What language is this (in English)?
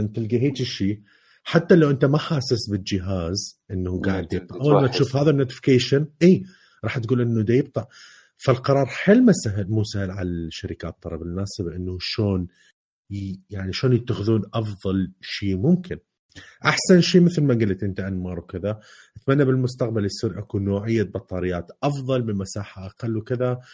Mesopotamian Arabic